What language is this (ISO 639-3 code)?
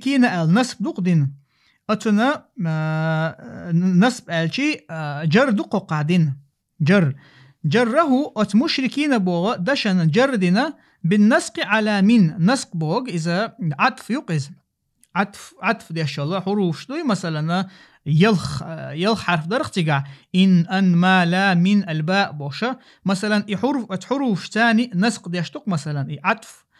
che